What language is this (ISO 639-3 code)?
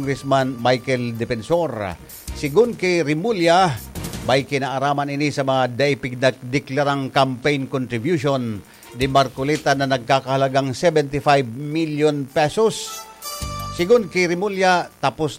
bik